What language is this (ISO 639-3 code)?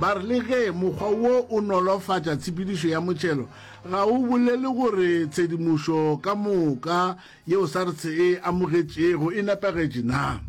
nso